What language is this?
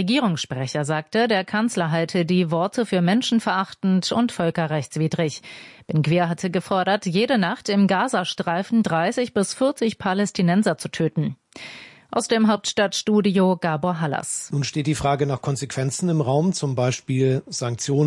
German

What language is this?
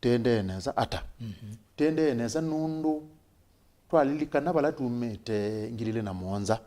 Kamba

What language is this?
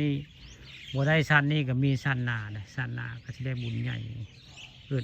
Northeastern Thai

